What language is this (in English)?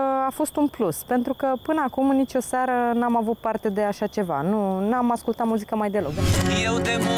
Romanian